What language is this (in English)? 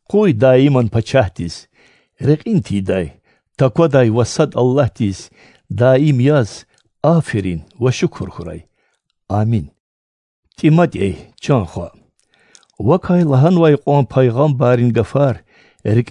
Lezghian